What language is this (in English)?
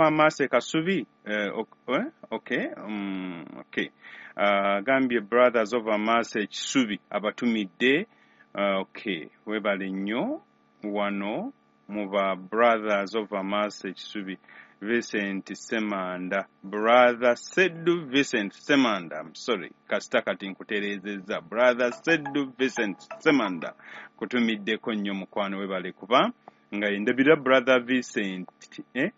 Ganda